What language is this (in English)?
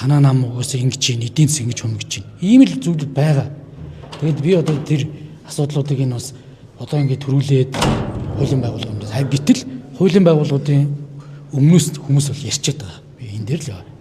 Mongolian